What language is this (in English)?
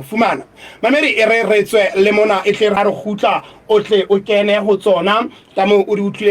Southern Sotho